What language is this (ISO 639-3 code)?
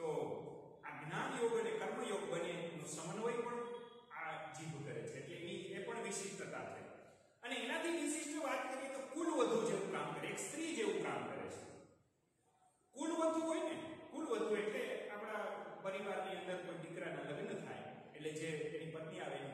guj